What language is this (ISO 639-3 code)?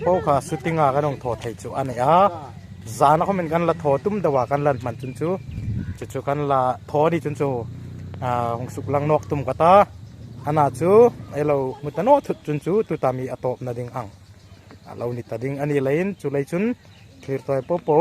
hmr